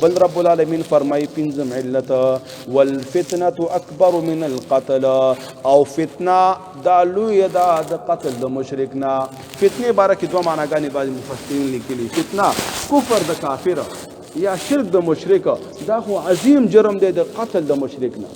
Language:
Pashto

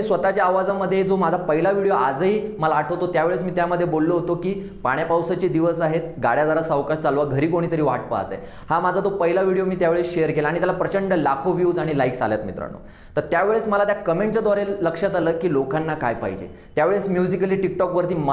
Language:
Marathi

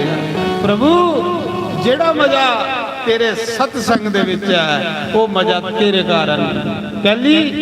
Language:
Dogri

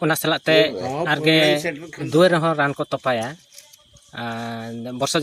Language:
Santali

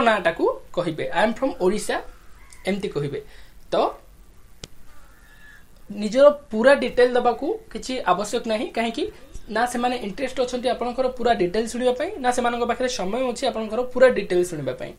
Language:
Odia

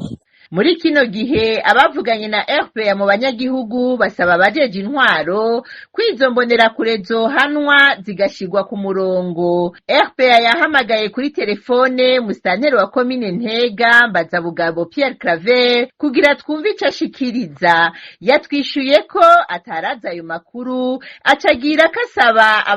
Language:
Rundi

